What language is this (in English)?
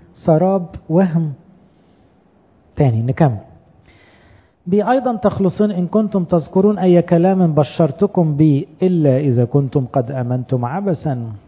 Egyptian Arabic